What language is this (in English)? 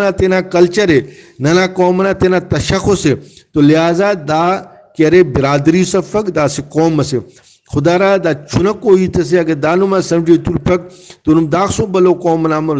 Brahui